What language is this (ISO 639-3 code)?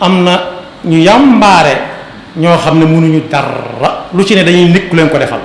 wol